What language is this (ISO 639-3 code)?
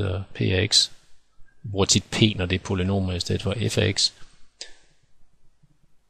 dan